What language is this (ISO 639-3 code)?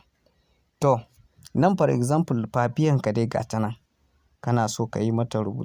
hau